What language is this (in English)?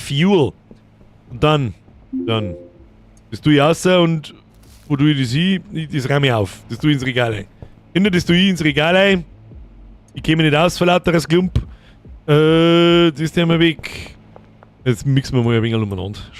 Bavarian